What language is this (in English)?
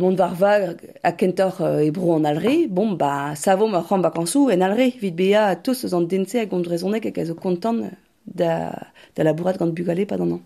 Breton